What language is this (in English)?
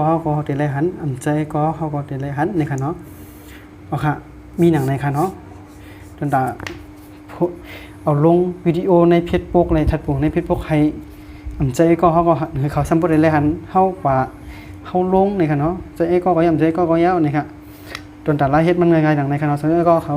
Shan